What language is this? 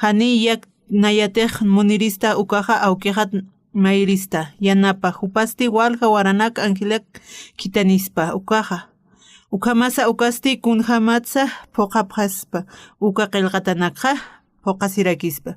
Aymara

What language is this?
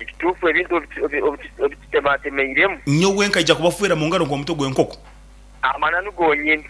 Nyoro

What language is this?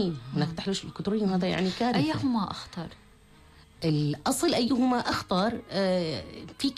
North Levantine Arabic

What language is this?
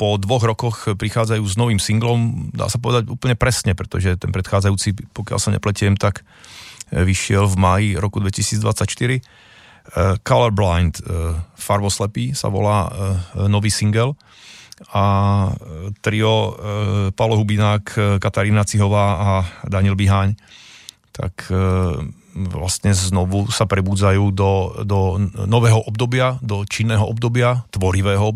Slovak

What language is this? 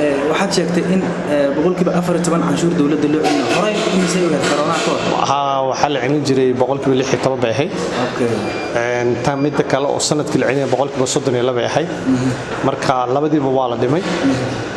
Somali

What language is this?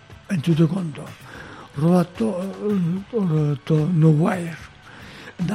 Basque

